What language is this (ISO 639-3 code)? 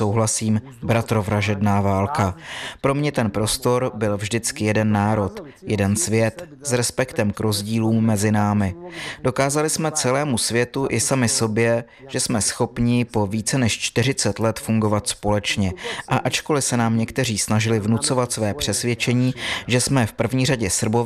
ces